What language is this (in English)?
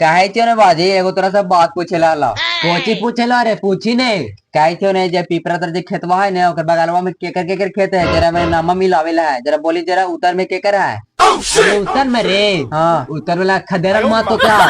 Magahi